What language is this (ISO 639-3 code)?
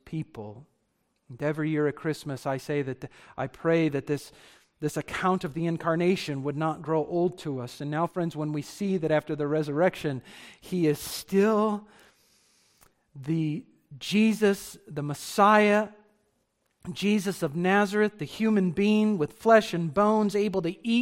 eng